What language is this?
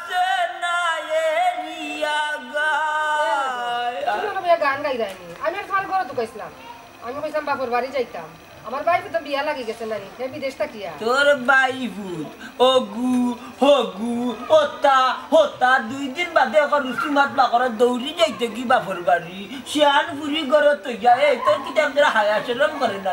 Sylheti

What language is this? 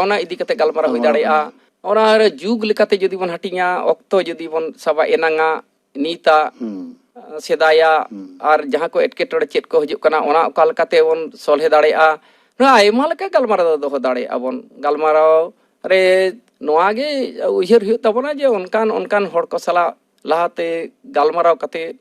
Santali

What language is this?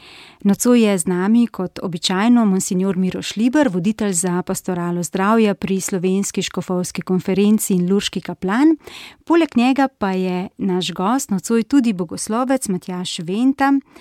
Slovenian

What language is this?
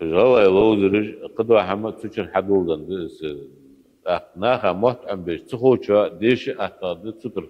Ingush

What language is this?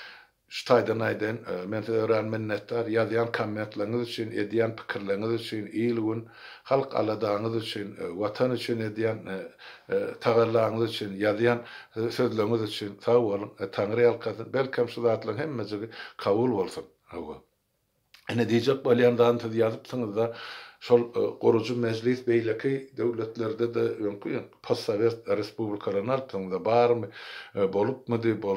Turkmen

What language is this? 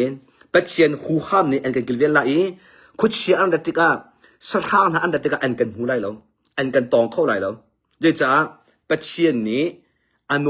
Hakha Chin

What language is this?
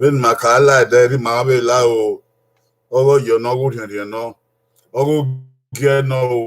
Bini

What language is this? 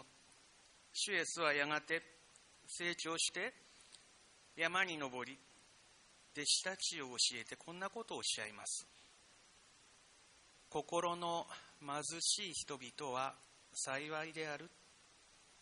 Japanese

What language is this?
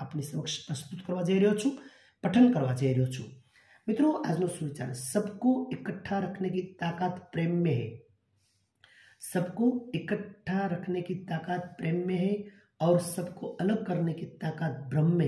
Gujarati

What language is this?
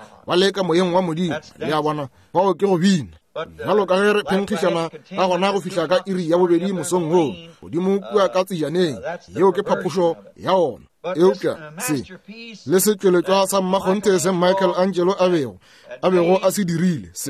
Northern Sotho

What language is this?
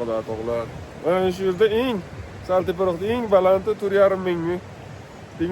Uzbek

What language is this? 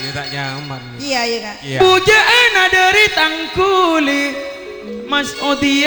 Madurese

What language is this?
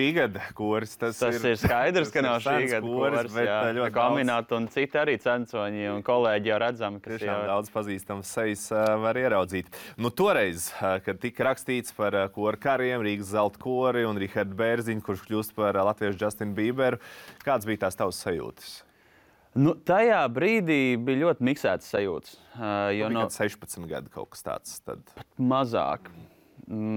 Latvian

